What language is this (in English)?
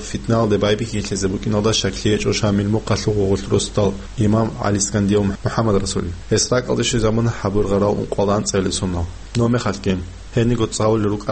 Avaric